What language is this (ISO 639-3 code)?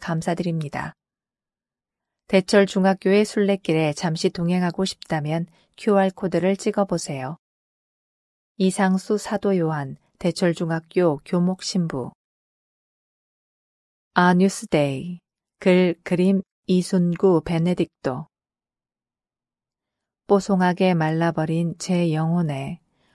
kor